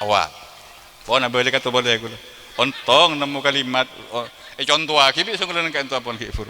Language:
Madurese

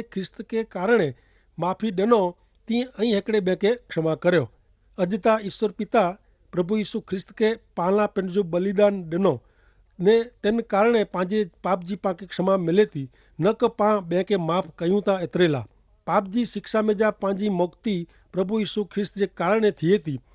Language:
Kachhi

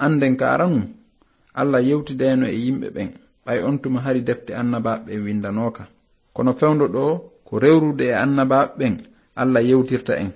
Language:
Fula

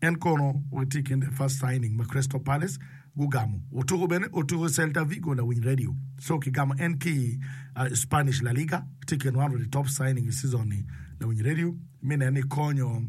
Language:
Acoli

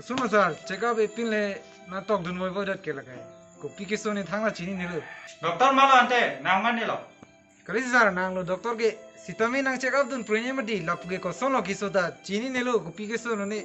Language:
Karbi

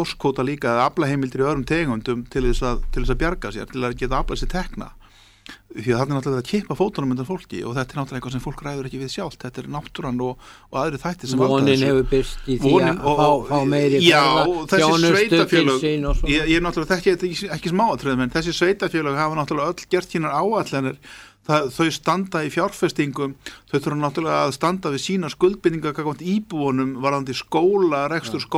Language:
Icelandic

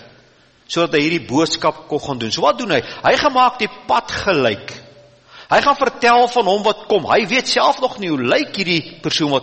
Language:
Afrikaans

